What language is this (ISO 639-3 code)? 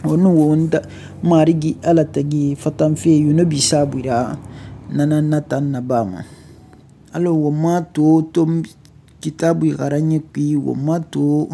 sus